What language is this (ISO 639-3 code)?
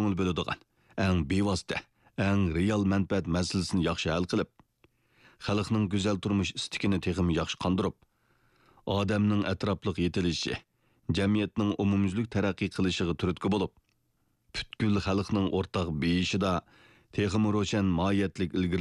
uig